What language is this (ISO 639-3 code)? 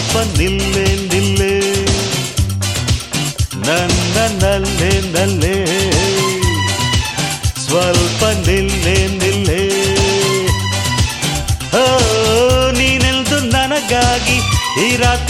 kan